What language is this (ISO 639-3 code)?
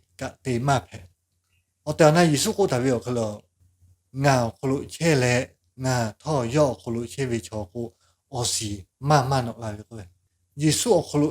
lhu